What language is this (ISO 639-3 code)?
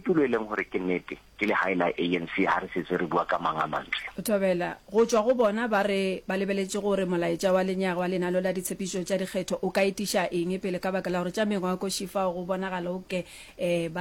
nso